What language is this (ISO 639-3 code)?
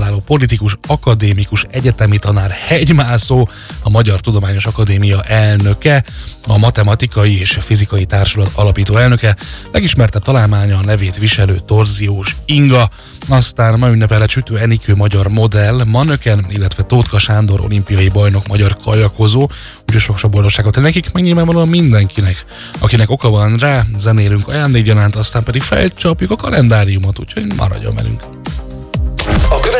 hun